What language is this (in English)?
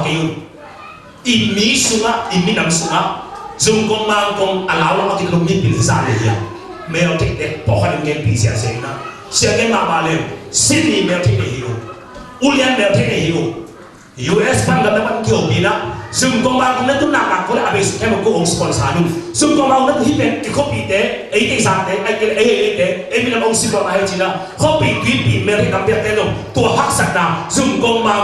Tedim Chin